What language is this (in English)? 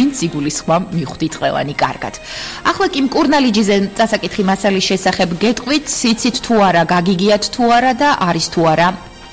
Georgian